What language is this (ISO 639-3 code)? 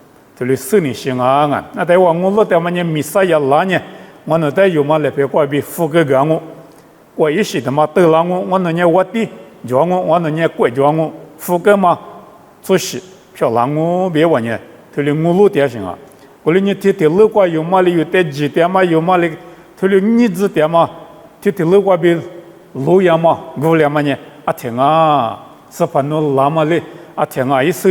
lis